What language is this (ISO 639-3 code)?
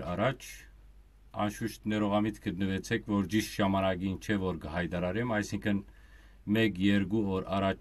hyw